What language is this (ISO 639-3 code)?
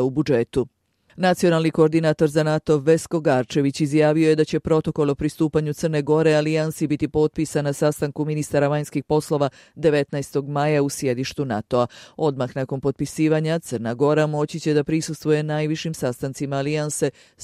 bos